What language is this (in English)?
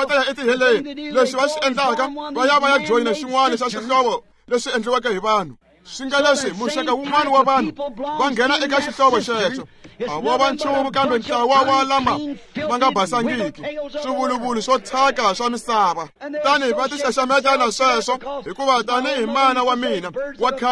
Tsonga